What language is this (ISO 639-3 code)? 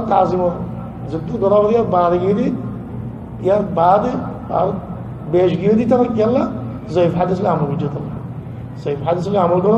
rhg